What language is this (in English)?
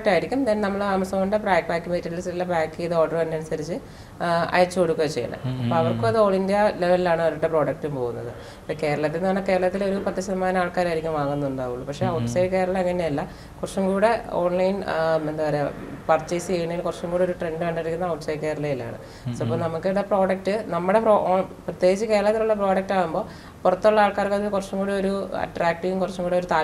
Malayalam